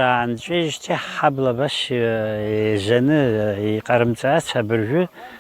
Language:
Abkhazian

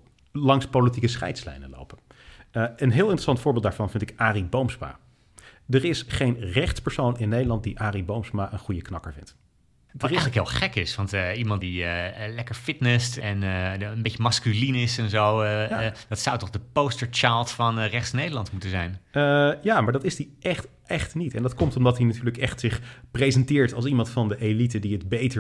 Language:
Dutch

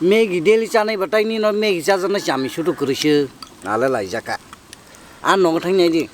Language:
Kok Borok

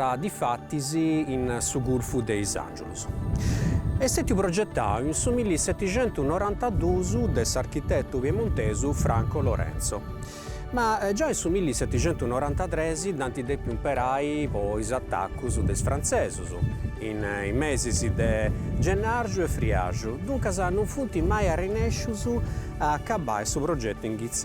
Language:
Sardinian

